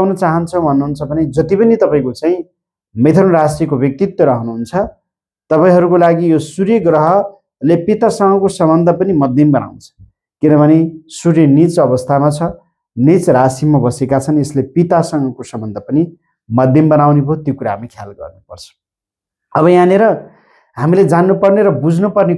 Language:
Nepali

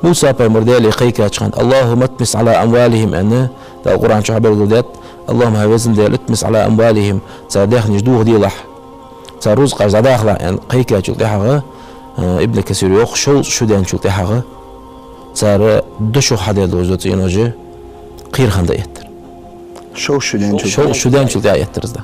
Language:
Ingush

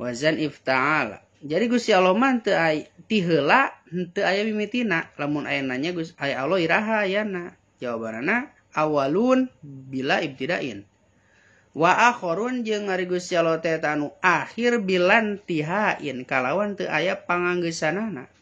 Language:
Sundanese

